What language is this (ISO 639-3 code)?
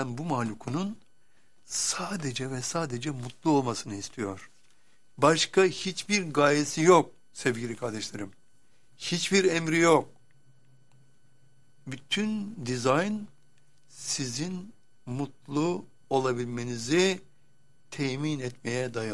tur